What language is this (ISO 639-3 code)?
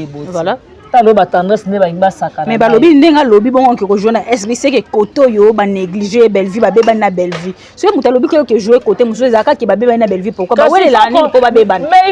lin